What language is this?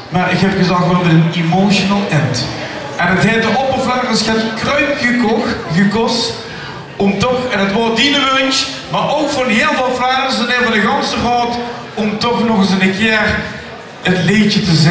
Limburgish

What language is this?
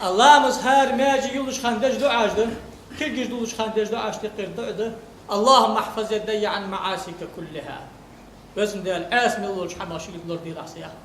Ingush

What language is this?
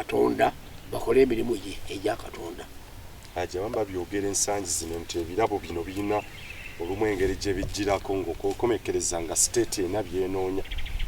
Ganda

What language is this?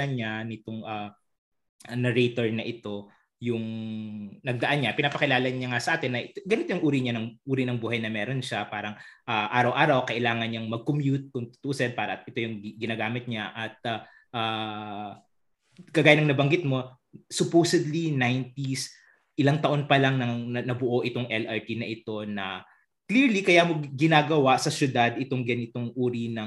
Filipino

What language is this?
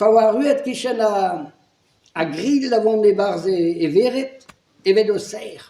Breton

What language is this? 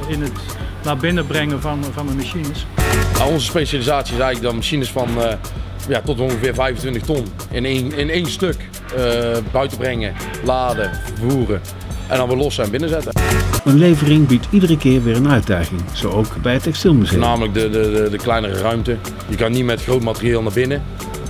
Dutch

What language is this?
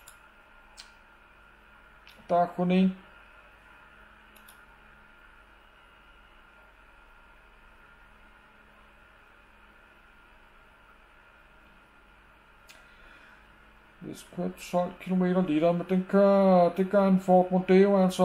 Danish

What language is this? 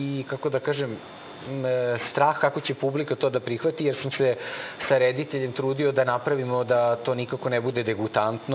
Serbian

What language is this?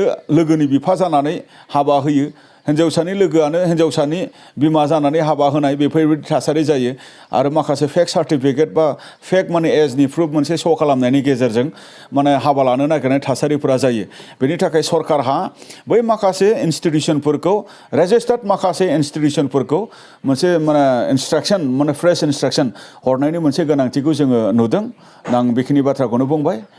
Bodo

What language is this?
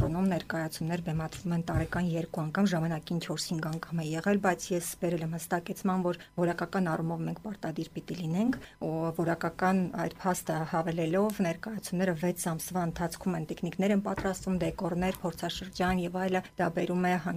Armenian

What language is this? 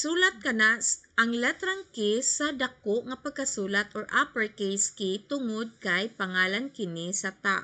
Cebuano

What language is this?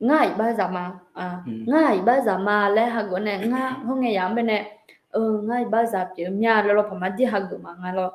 Akha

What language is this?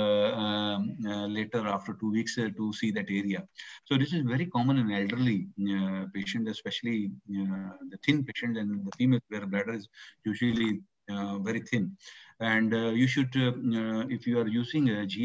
English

